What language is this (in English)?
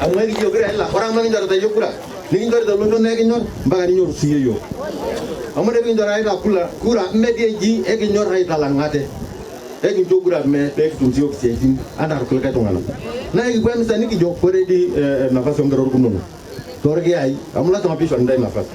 Masai